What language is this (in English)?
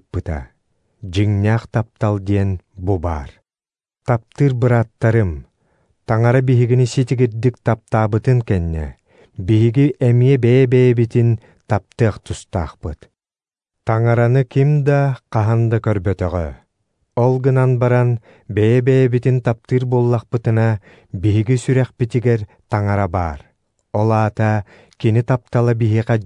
Yakut